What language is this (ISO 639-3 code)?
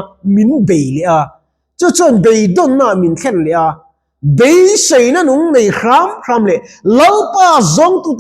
lus